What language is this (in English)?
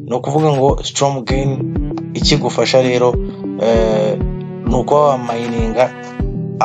Kinyarwanda